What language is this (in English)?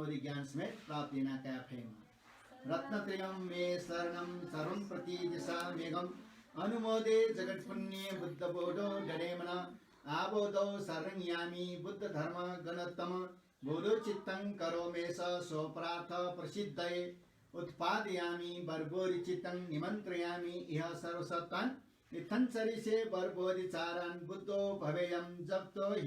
Newari